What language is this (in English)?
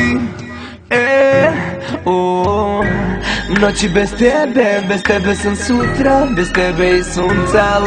Serbian